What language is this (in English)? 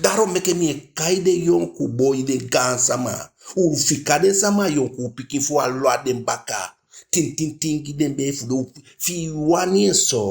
Eastern Maroon Creole